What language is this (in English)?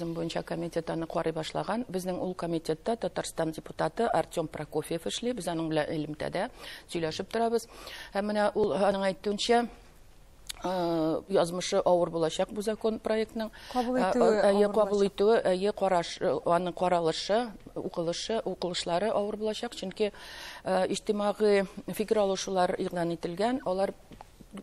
Tatar